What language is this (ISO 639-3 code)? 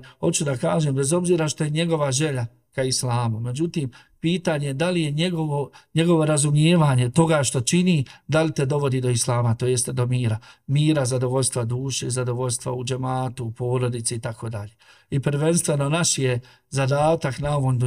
bos